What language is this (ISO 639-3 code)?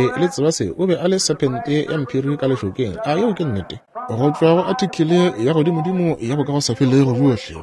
nso